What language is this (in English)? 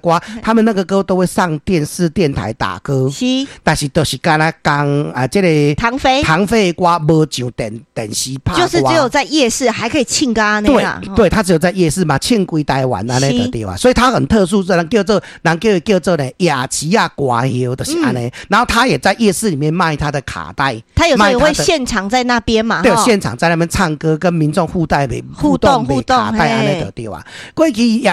Min Nan Chinese